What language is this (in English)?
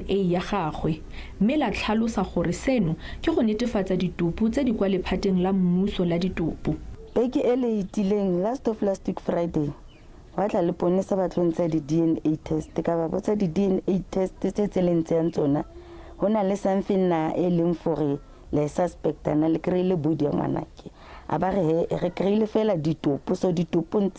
Tswana